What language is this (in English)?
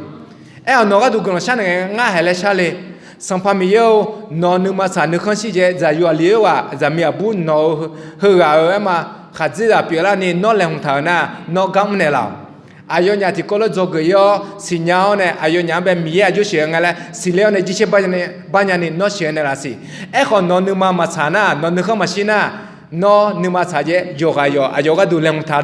Akha